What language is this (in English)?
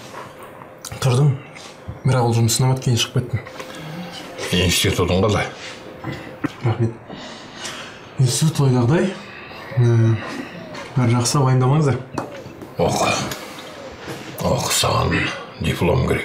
Kazakh